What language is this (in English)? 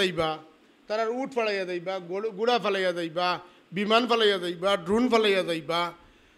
Sylheti